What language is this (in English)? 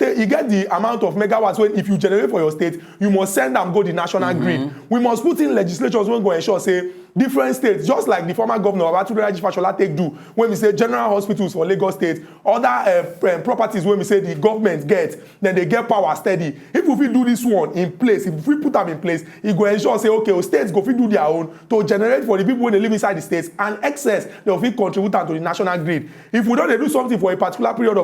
Nigerian Pidgin